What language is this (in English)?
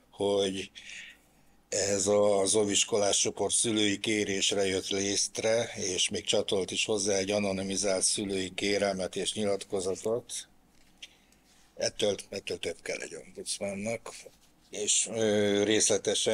Hungarian